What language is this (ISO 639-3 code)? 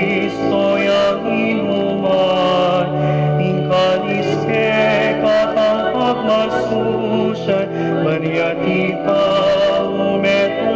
pam